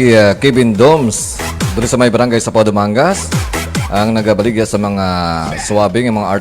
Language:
Hiligaynon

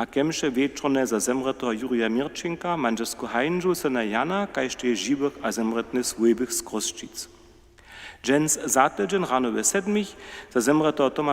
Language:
Upper Sorbian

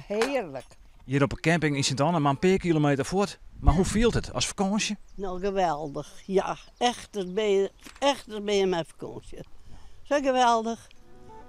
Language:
Western Frisian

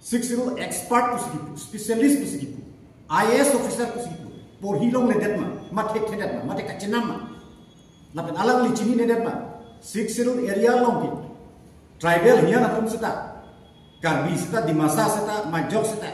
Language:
Karbi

